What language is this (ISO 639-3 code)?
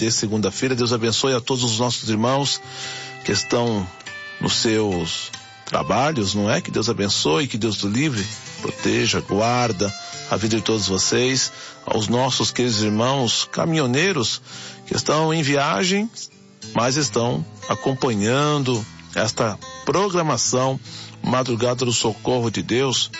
por